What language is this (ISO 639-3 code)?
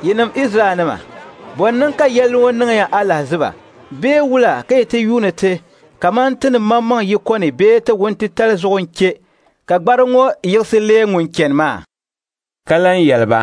dag